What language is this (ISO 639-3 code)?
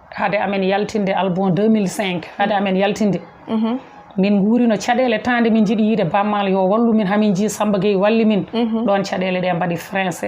ful